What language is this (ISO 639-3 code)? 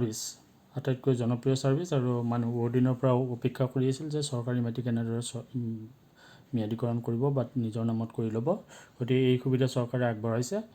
asm